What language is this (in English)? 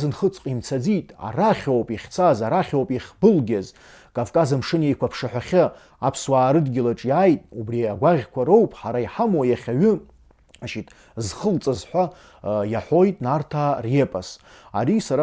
Abkhazian